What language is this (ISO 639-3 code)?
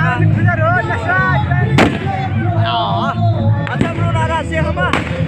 msa